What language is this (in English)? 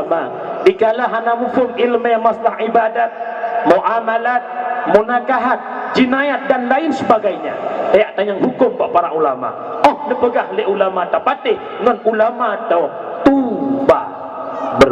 Achinese